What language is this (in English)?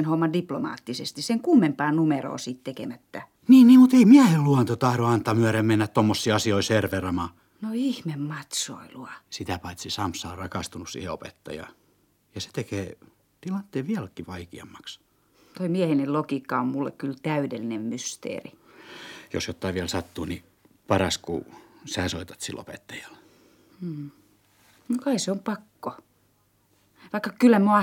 Finnish